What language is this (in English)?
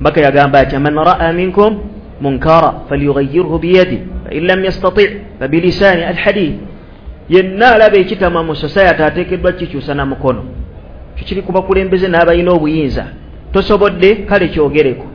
Ganda